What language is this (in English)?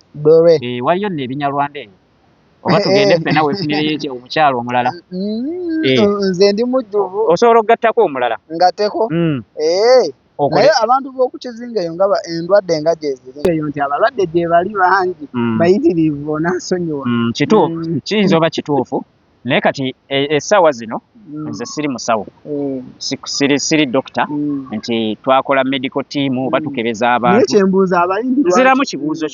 Ganda